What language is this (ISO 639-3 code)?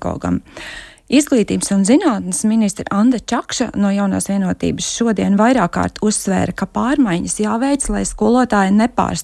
lav